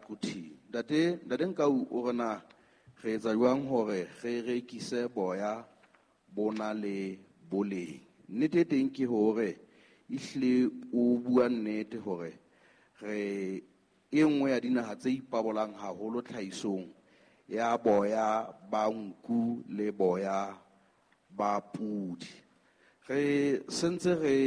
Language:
Southern Sotho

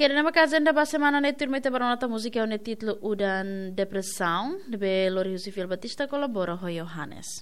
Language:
Tetum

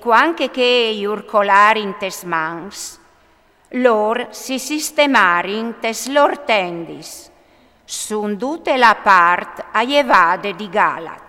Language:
Friulian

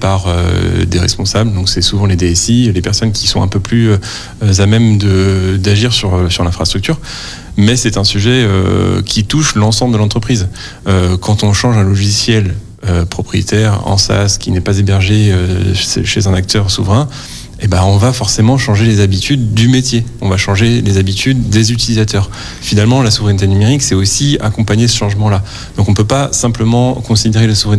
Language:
French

